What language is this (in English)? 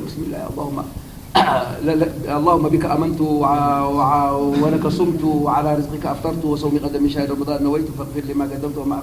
Tigrinya